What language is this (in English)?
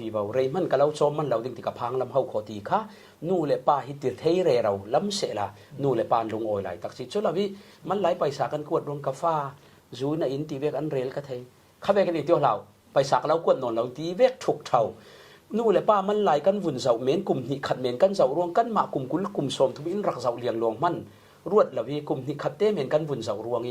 Falam Chin